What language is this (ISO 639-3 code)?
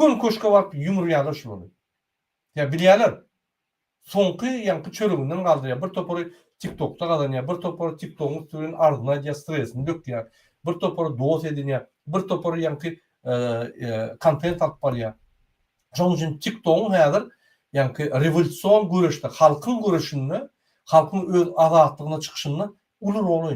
tuk